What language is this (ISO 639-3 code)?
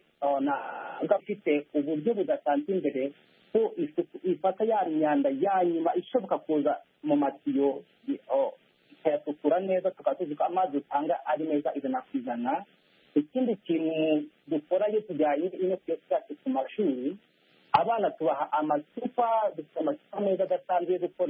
kin